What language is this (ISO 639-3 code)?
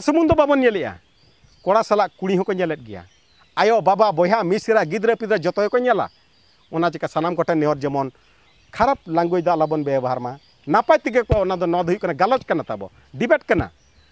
sat